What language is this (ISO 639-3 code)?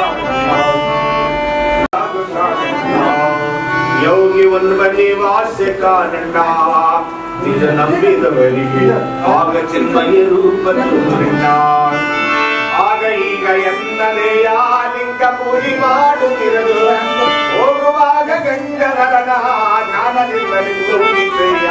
kan